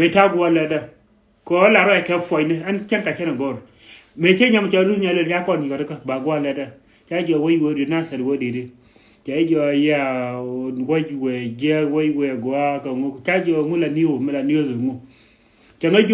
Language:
Nuer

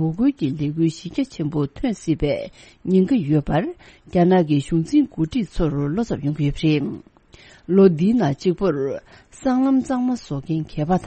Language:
Tibetan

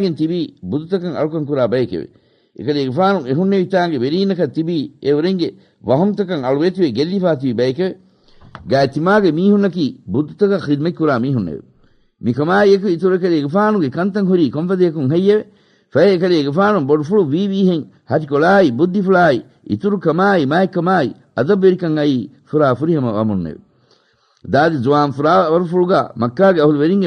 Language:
Divehi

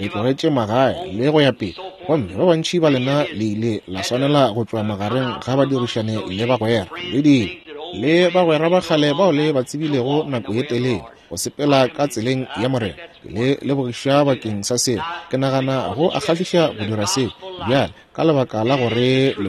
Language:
Northern Sotho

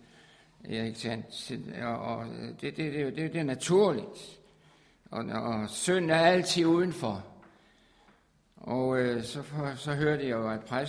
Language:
Danish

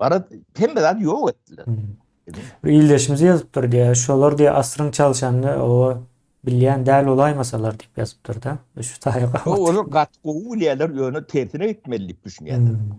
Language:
Turkmen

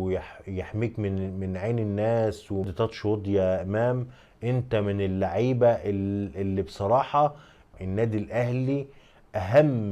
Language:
Egyptian Arabic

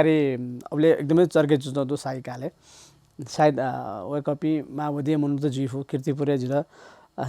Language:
Newari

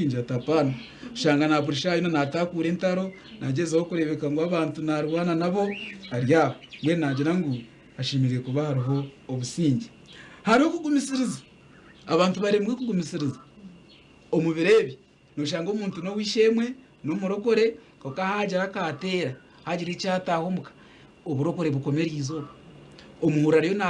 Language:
Nyankole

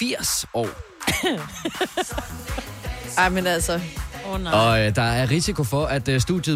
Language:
Danish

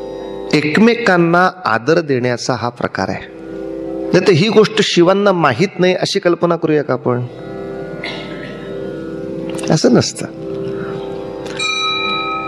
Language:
Marathi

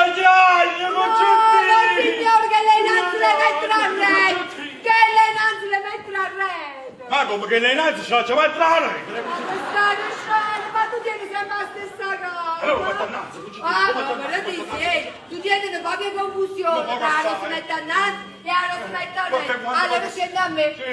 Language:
Neapolitan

